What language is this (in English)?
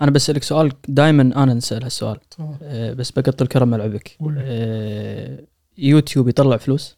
Gulf Arabic